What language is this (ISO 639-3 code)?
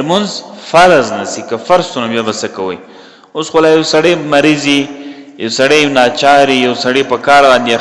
pus